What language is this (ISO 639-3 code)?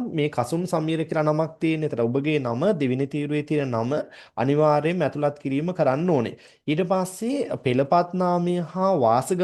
sin